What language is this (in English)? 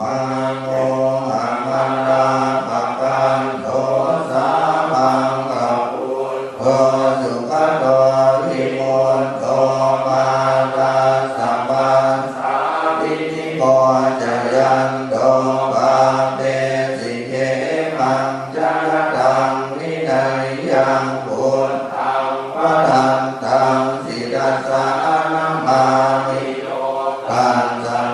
Pali